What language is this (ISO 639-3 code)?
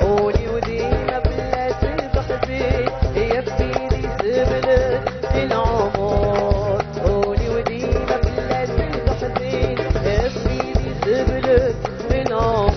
arq